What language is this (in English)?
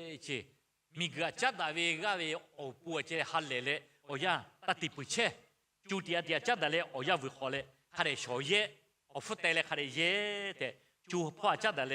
Lahu